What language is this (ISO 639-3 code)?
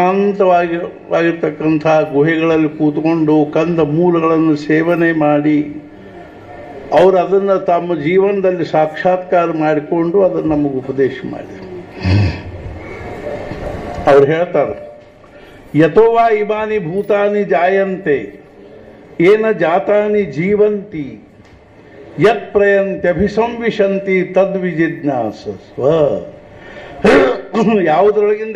kan